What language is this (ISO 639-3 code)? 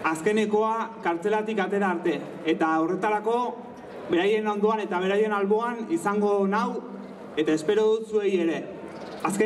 eus